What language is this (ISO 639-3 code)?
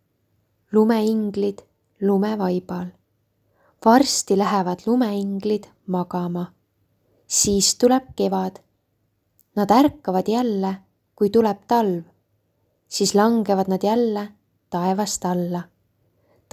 est